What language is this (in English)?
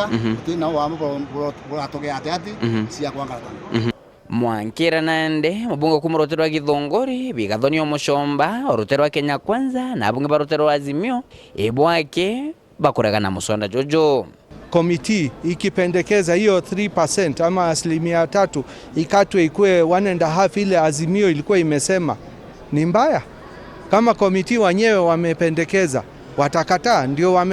Meru